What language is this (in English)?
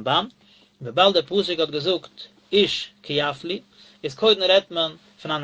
Yiddish